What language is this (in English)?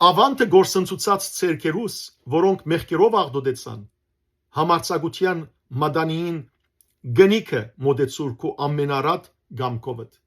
Western Armenian